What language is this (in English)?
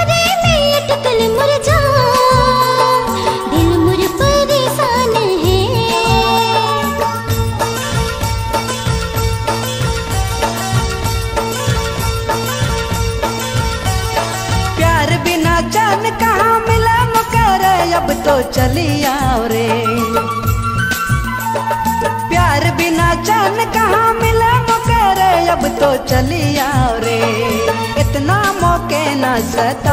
Sadri